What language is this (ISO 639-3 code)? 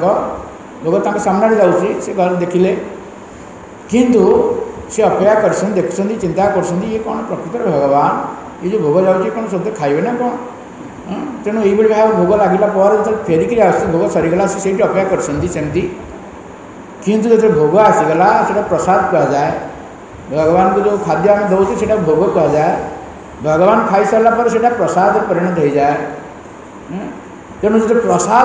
ori